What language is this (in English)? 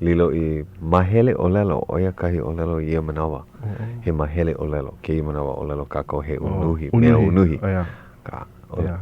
Hawaiian